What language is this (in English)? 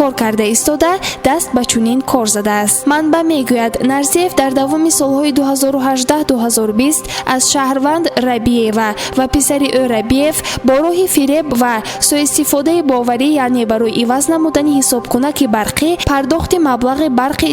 Tajik